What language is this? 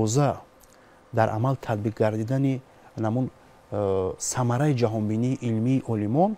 Tajik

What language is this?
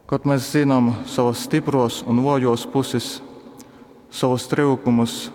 Latgalian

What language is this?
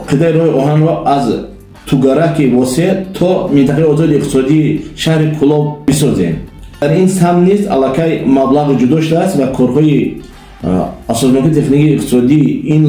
Tajik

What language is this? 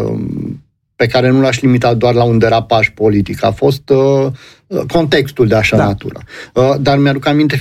Romanian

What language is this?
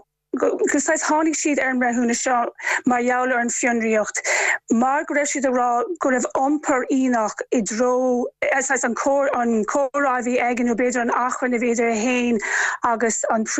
Irish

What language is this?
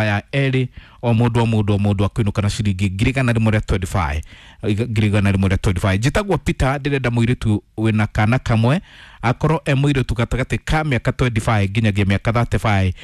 Kikuyu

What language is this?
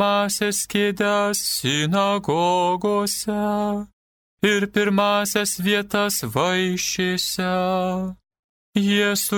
Lithuanian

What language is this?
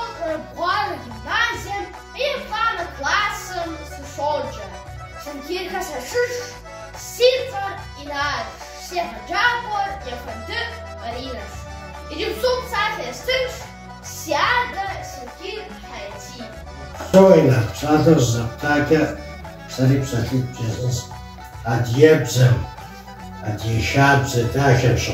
Kabardian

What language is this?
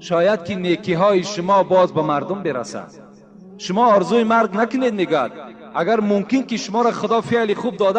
Tajik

